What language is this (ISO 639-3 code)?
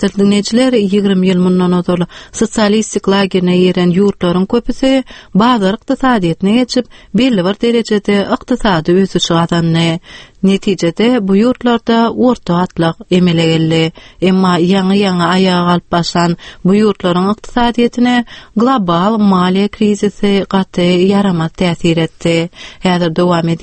tuk